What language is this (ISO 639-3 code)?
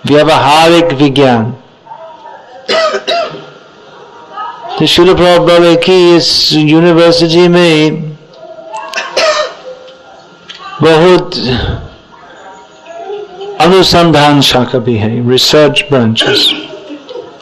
hin